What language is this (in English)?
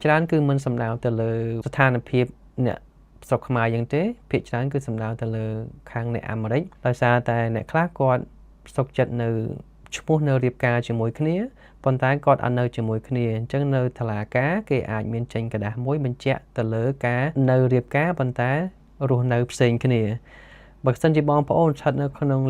Khmer